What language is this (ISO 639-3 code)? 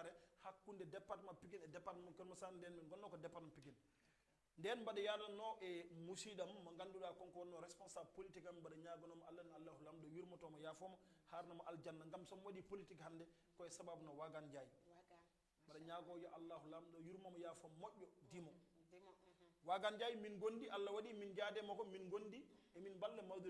ful